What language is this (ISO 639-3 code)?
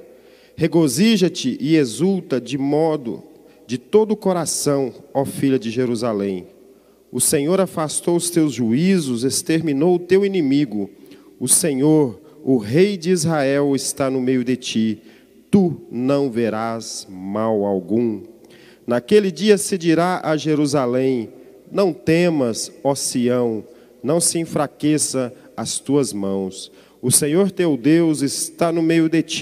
por